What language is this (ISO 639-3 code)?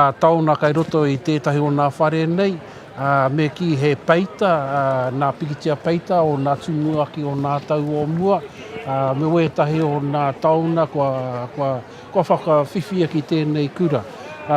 mri